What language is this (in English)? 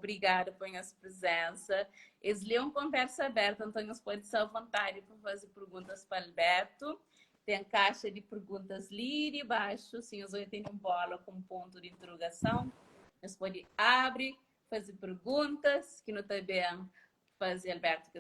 Kabuverdianu